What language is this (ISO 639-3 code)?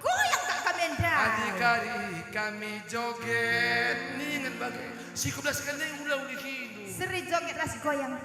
btx